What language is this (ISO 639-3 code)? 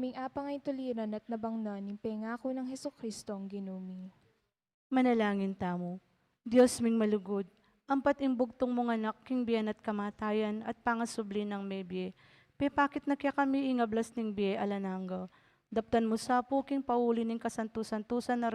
pam